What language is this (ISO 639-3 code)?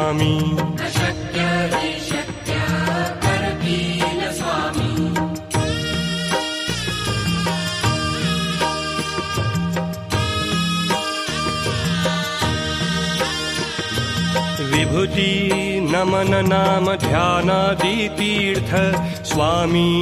mar